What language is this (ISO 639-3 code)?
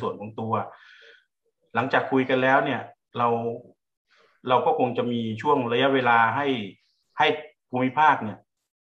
tha